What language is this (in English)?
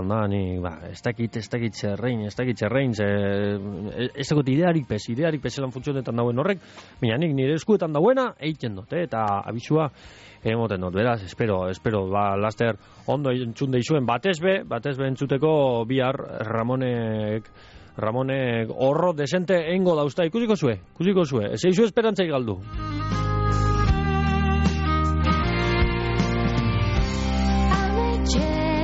Basque